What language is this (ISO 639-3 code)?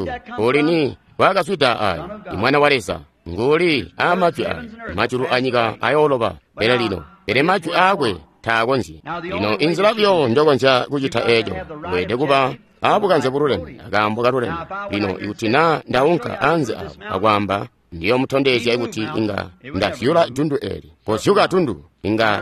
toi